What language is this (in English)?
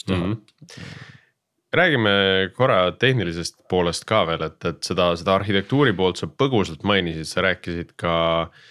Estonian